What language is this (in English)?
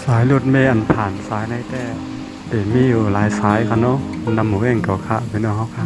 Shan